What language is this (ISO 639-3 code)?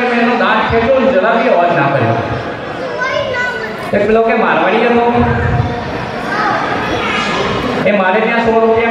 guj